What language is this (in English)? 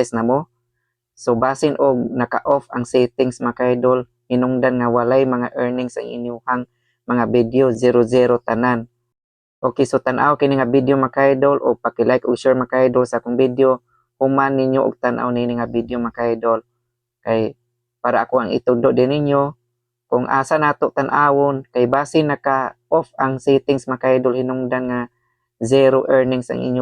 Cebuano